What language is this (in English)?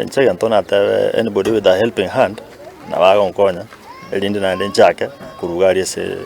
Gusii